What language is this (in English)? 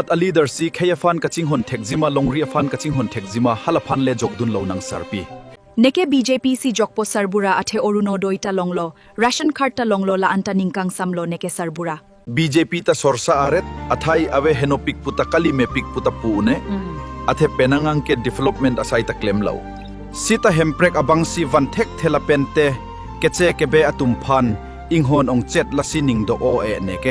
Karbi